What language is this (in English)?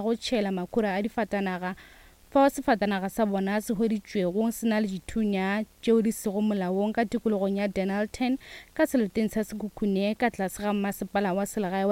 Northern Sotho